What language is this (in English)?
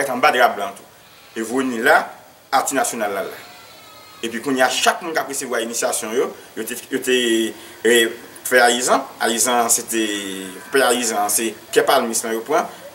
Haitian Creole